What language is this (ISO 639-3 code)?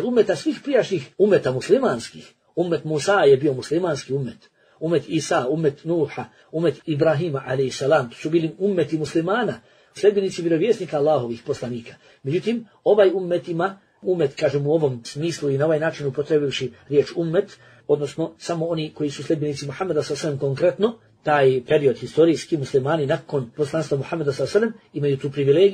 bos